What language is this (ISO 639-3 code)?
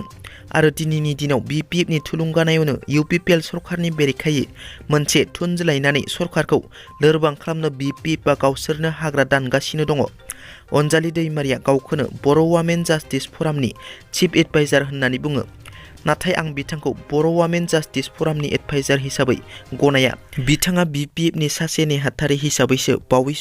brx